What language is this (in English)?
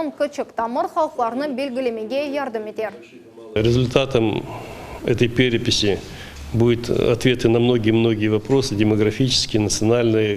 Crimean Tatar